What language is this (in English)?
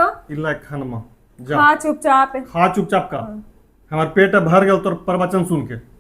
Magahi